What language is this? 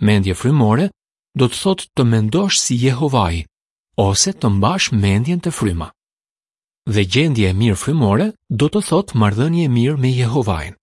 Albanian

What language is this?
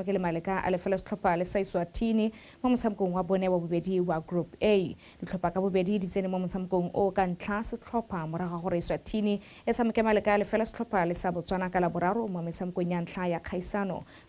Tswana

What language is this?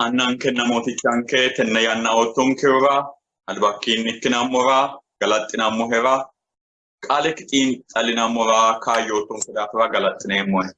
Sidamo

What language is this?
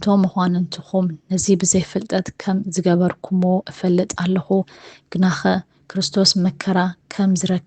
Tigrinya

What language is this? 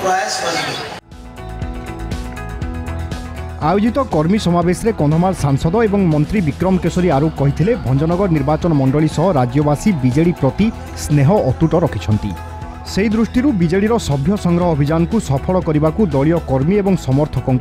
Odia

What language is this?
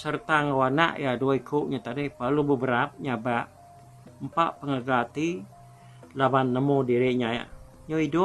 Iban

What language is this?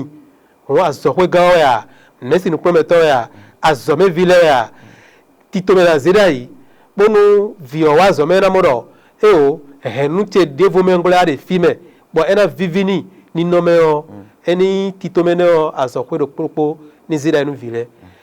Fon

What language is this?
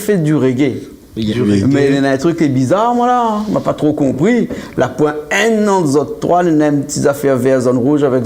Réunion Creole French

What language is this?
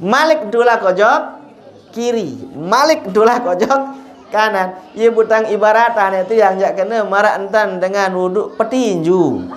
Sasak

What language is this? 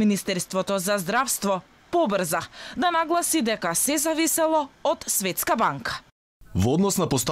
Macedonian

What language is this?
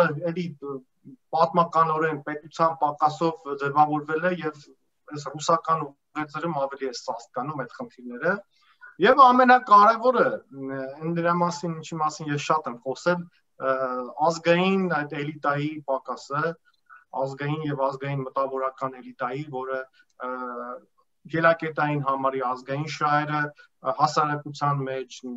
Armenian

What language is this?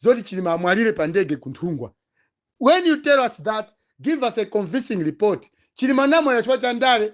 Nyanja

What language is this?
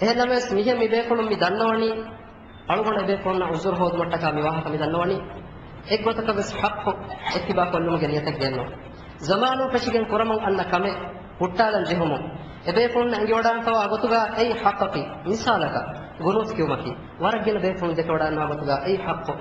Divehi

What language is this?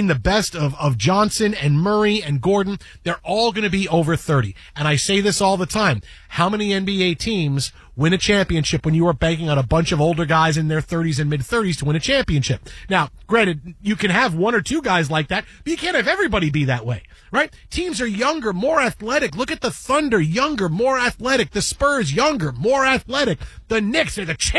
English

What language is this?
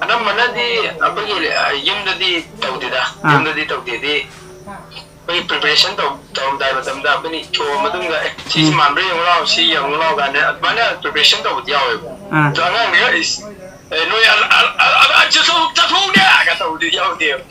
Manipuri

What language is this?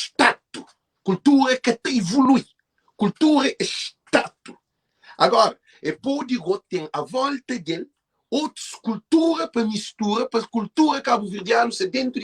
Kabuverdianu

